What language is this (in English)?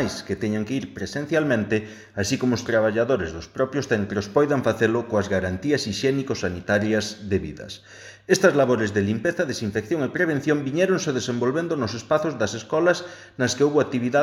Galician